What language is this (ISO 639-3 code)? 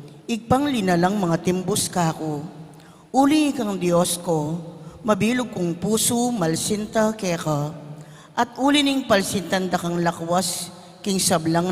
pam